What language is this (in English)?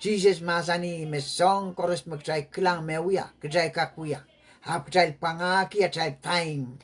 Pohnpeian